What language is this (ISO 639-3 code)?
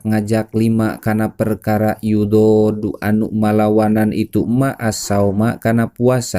sun